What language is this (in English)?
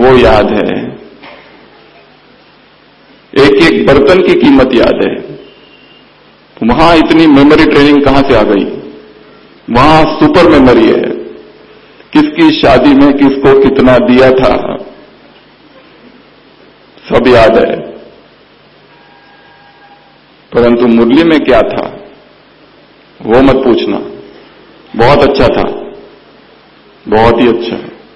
Hindi